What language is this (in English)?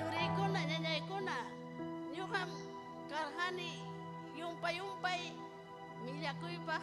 Ayacucho Quechua